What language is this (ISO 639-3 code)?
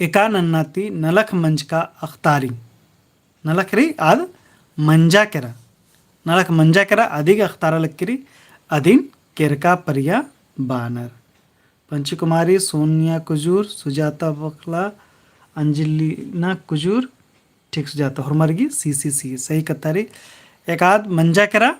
kru